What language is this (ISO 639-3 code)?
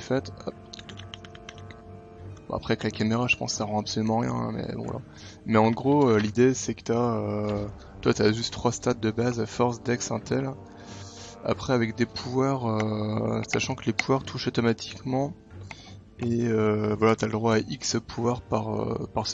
fra